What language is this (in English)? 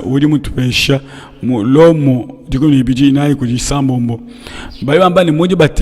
Luba-Lulua